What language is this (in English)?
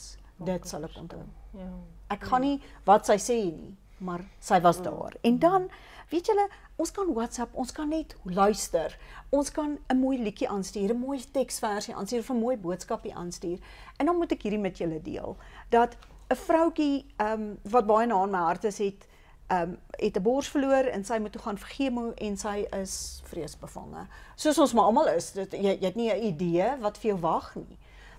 Afrikaans